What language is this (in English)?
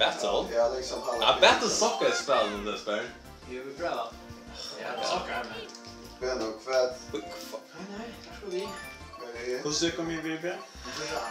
Faroese